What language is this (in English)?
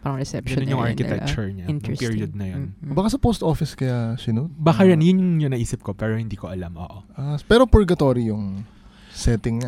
Filipino